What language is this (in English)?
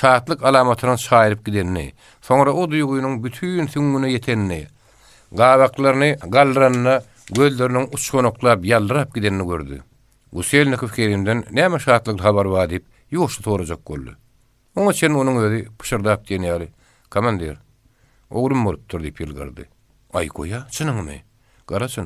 Turkmen